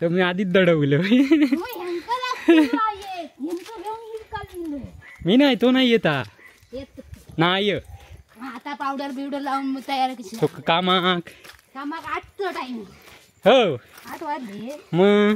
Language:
Konkani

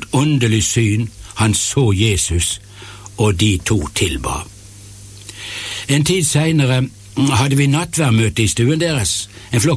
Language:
Norwegian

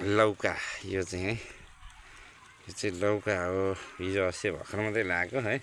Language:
Nepali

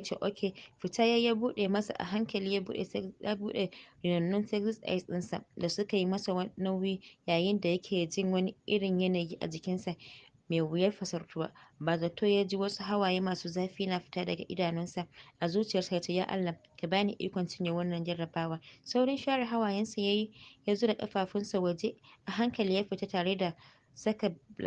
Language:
Hausa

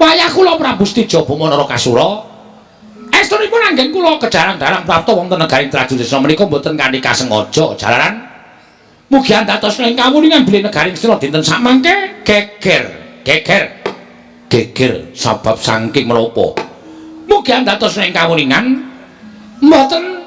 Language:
Javanese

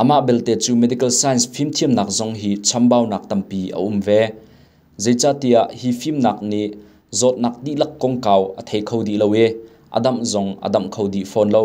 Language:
Hakha Chin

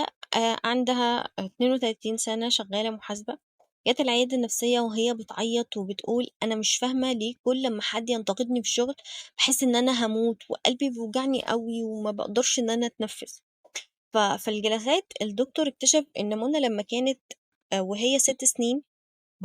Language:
Egyptian Arabic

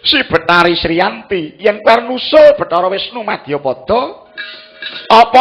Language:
Javanese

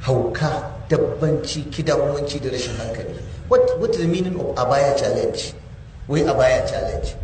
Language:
Hausa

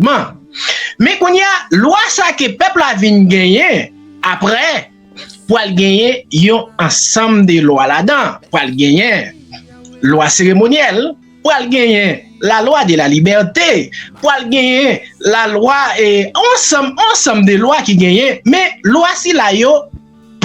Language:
Haitian Creole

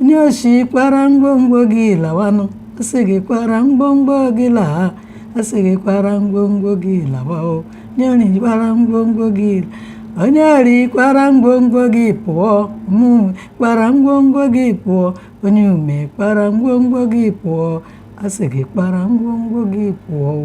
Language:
Igbo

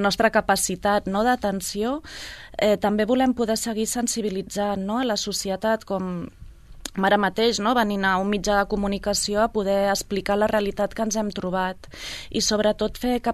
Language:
Catalan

